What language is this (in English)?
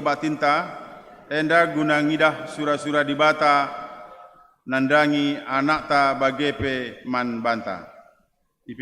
Batak Karo